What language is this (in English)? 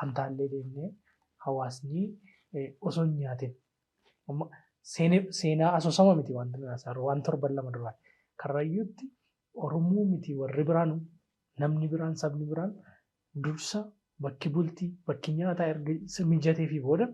Oromo